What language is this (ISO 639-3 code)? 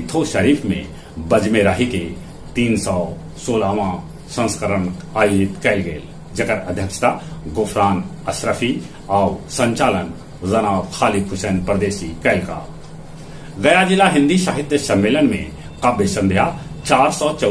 mag